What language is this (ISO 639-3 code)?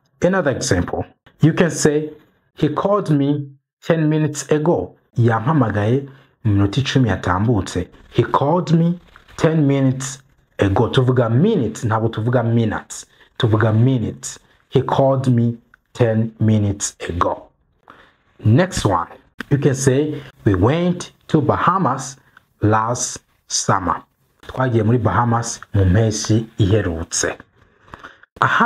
kin